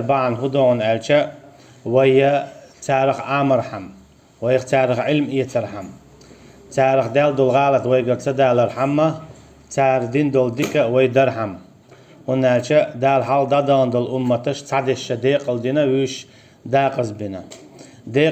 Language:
Chechen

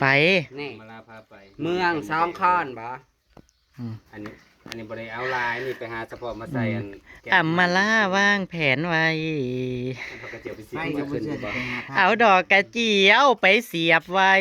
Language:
Northeastern Thai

